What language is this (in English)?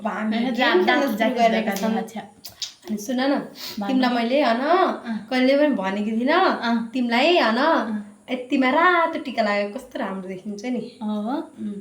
Nepali